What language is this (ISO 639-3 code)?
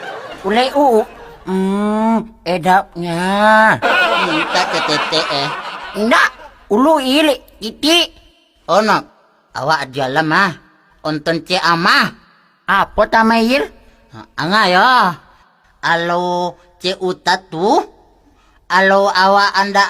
min